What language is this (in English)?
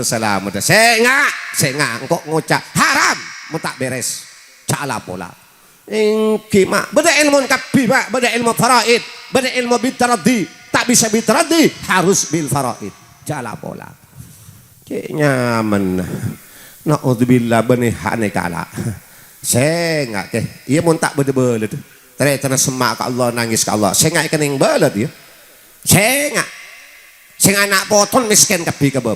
Madurese